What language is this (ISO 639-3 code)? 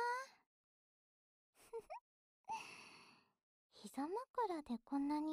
jpn